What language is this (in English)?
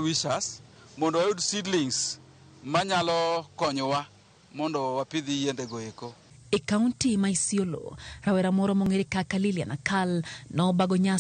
Luo (Kenya and Tanzania)